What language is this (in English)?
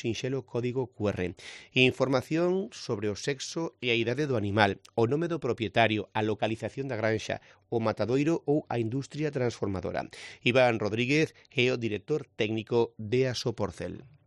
Galician